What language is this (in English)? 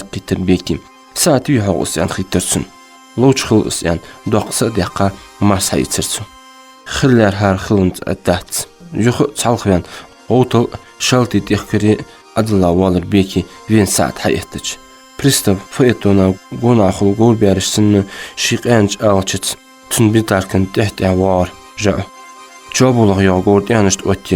Ingush